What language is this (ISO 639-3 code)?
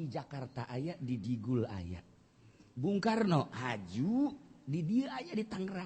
sun